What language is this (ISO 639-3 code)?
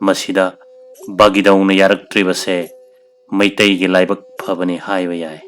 mni